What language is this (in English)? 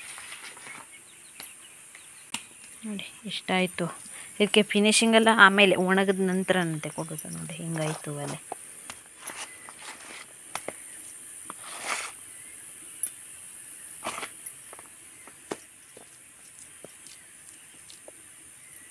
Kannada